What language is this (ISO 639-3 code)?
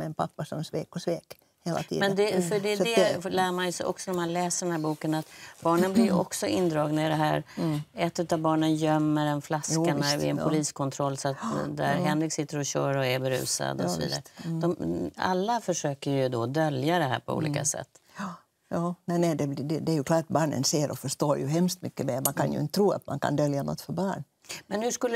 swe